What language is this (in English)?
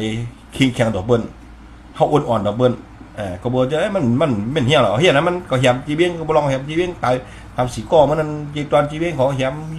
Shan